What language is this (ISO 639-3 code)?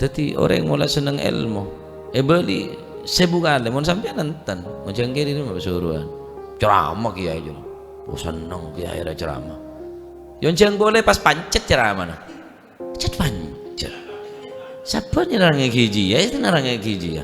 mad